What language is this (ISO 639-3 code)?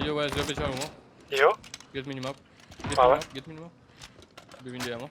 mfe